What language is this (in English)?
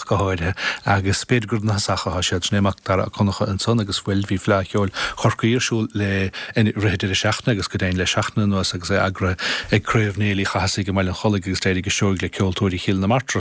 Irish